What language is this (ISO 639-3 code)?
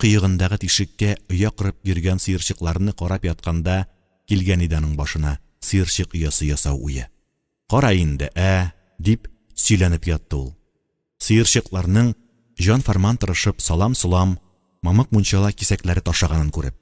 tat